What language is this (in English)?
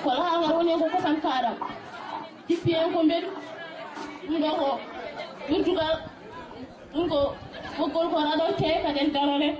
Fula